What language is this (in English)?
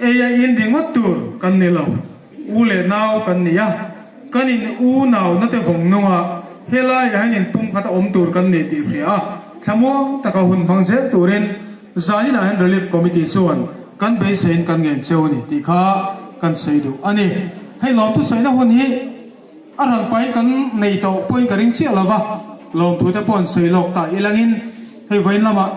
Hmar